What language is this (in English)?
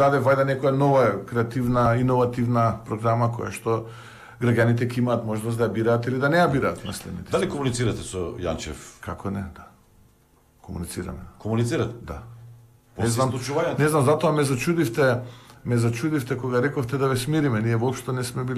Macedonian